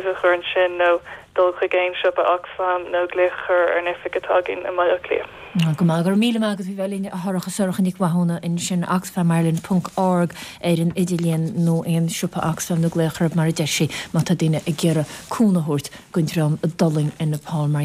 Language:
Irish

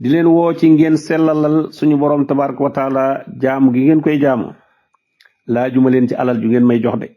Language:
Wolof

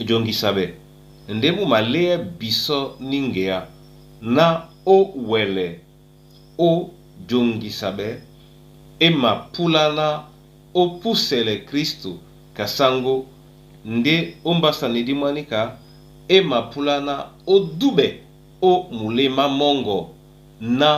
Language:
Duala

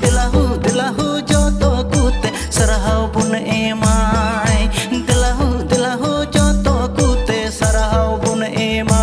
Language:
Santali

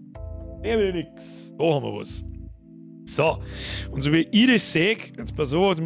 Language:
Bavarian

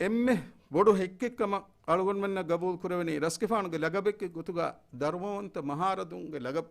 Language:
Divehi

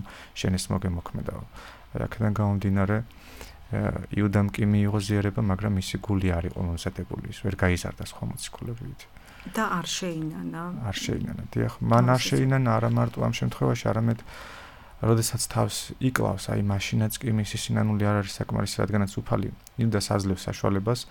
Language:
Georgian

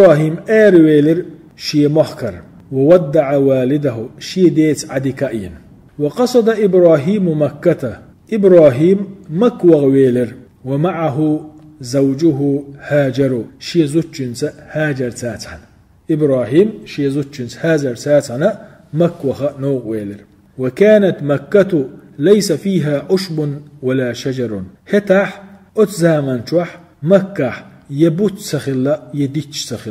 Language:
Chechen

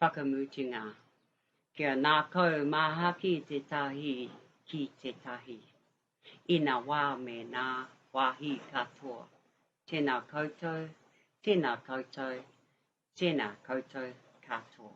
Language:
Māori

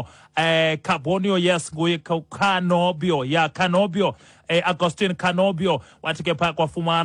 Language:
Xhosa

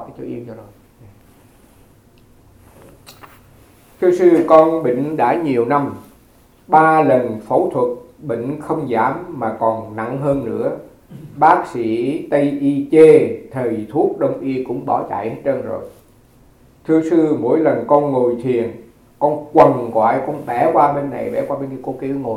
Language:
Vietnamese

